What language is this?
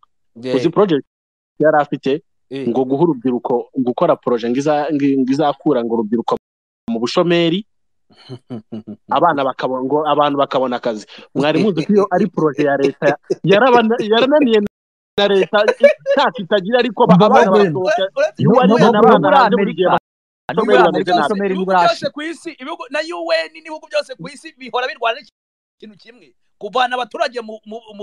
Kinyarwanda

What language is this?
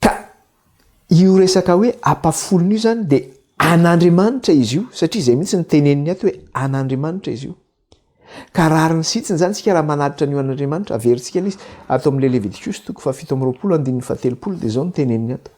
Malagasy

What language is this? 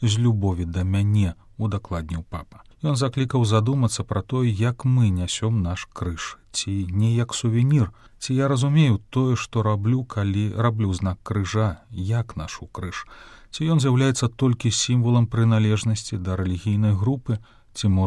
Belarusian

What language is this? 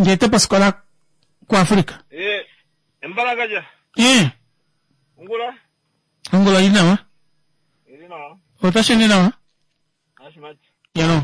Kuanyama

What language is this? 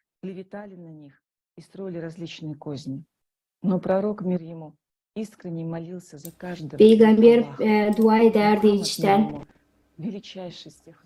Gagauz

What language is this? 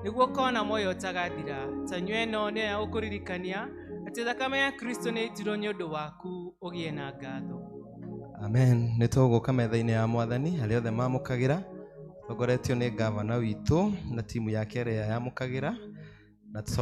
Kikuyu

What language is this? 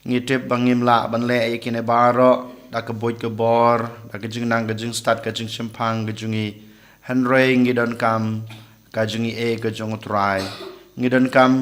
Khasi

